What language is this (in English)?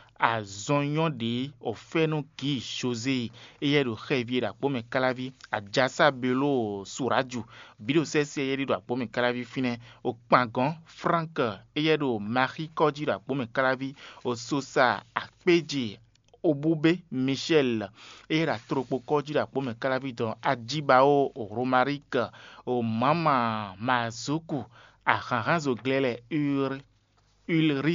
Fon